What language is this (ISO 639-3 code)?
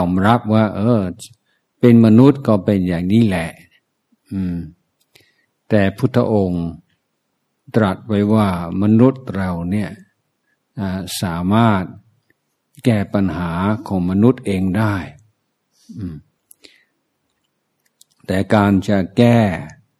tha